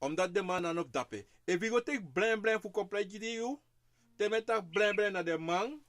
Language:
Sranan Tongo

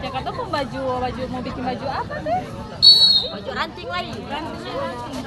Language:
Ambonese Malay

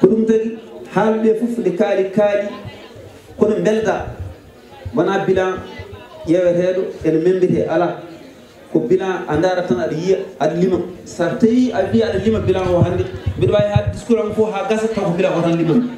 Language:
Fula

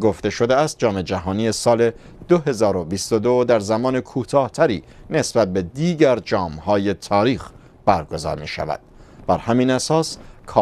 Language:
Persian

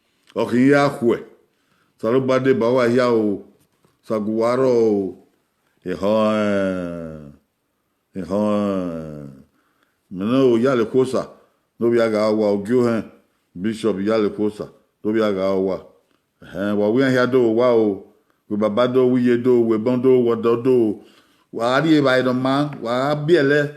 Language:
Bini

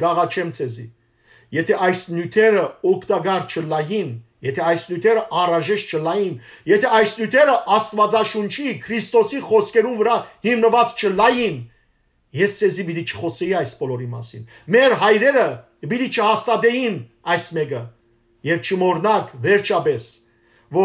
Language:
Western Armenian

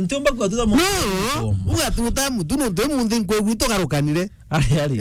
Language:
Meru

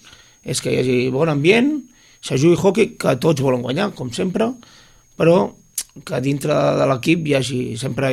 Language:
Catalan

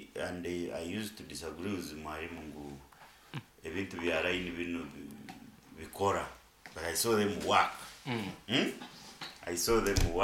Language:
Nyoro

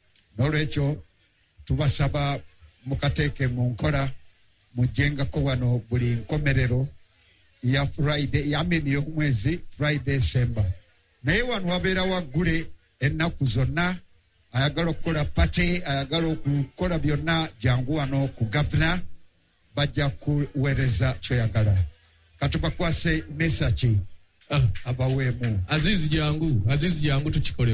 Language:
Ganda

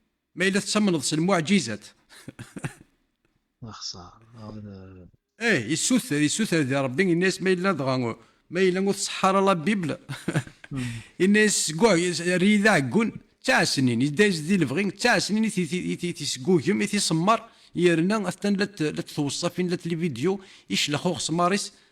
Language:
Kabyle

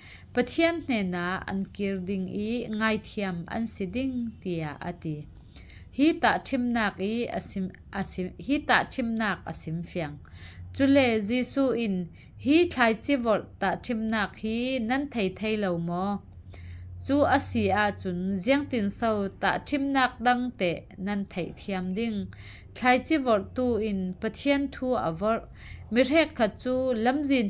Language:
Falam Chin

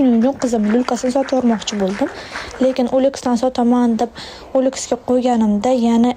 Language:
Uzbek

